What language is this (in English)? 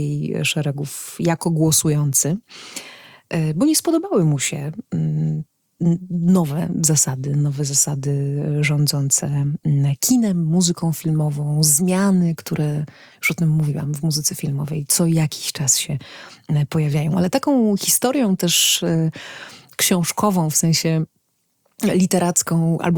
Polish